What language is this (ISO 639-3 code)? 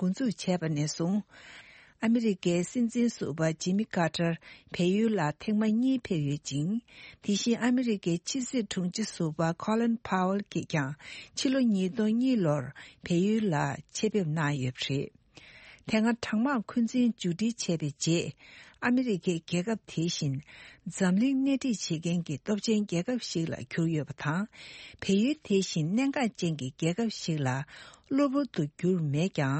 bod